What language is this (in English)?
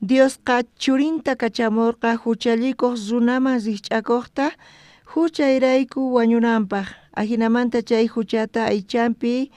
South Bolivian Quechua